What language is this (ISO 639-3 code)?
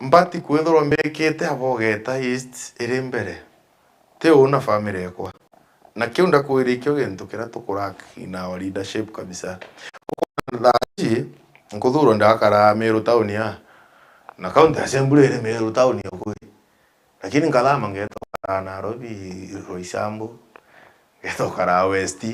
mer